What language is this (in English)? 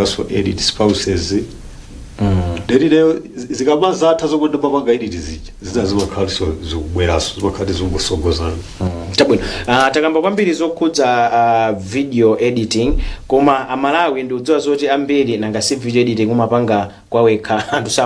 Nyanja